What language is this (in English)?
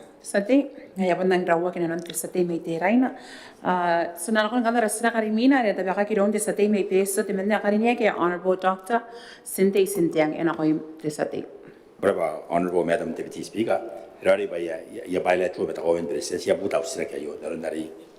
Gilbertese